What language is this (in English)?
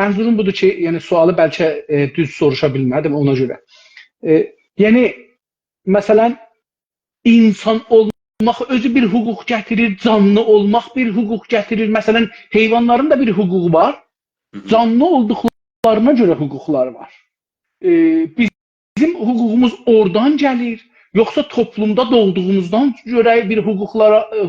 South Azerbaijani